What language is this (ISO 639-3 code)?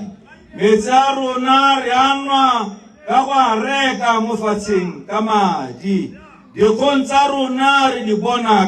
tsn